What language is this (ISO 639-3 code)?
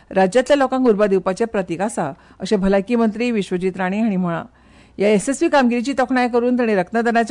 kok